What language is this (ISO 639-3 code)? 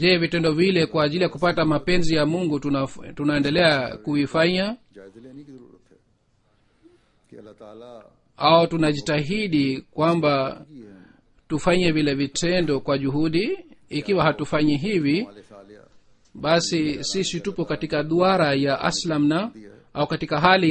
swa